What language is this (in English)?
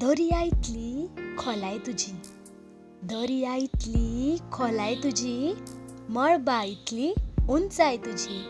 Konkani